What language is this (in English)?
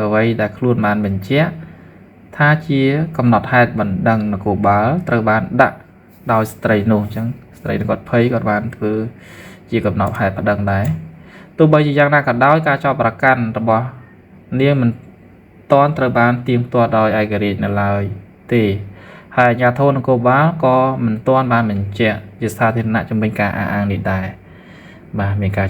Khmer